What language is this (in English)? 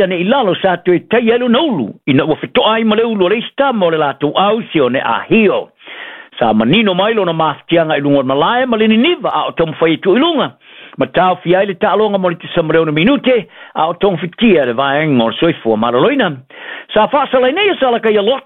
Samoan